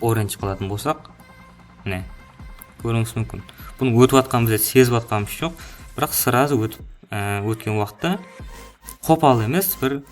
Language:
Kara-Kalpak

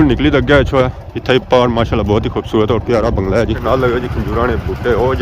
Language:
Pahari-Potwari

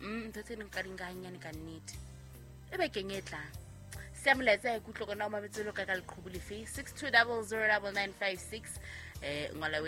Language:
Southern Sotho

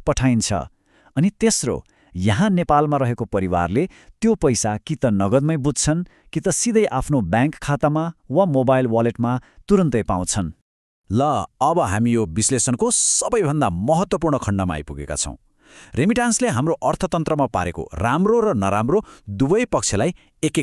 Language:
Nepali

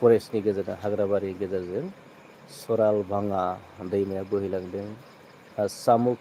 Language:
Bodo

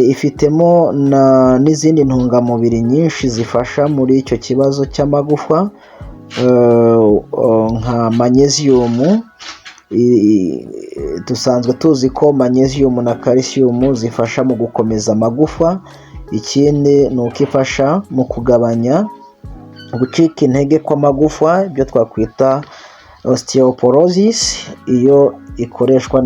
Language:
Kinyarwanda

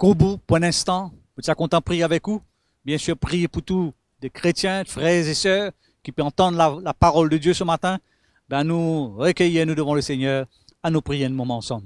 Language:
Morisyen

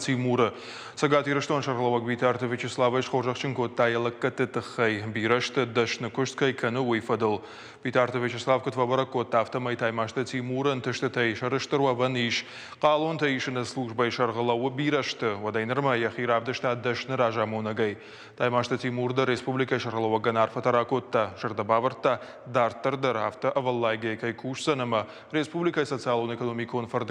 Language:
Ossetic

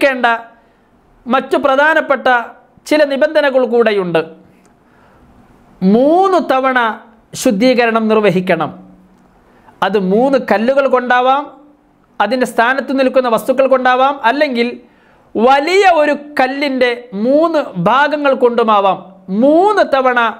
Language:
Malayalam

